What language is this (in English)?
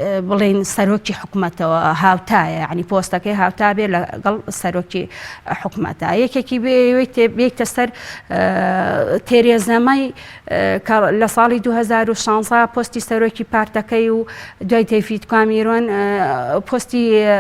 Central Kurdish